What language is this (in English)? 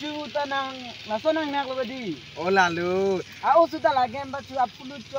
Karbi